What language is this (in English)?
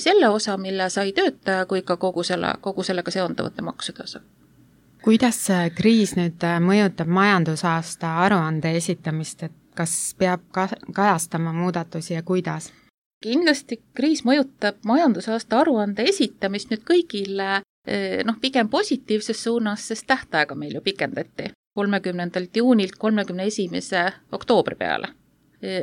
Estonian